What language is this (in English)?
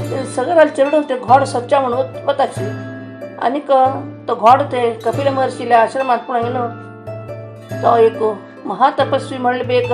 Konkani